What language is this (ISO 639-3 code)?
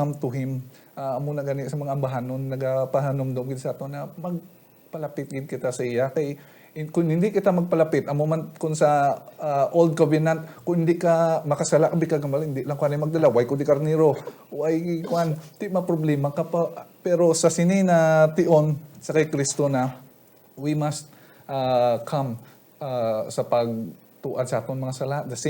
hil